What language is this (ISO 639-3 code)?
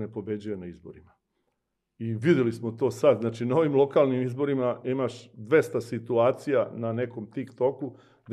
srp